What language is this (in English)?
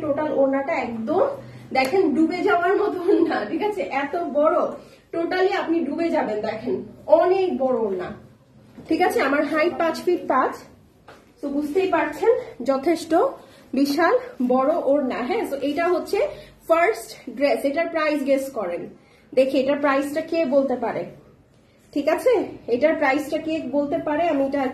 Bangla